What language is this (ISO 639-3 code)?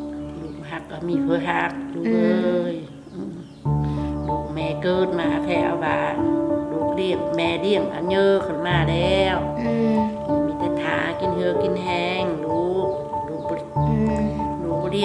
lao